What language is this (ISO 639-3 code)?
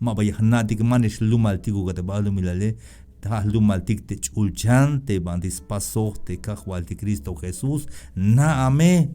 tzh